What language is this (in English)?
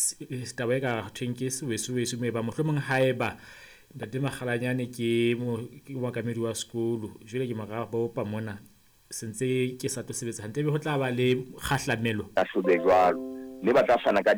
Southern Sotho